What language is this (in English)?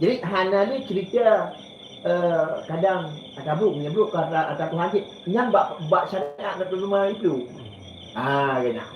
Achinese